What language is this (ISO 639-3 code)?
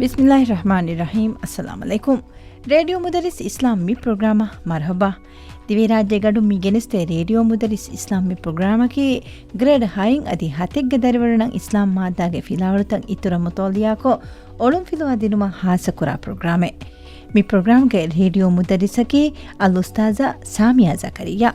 div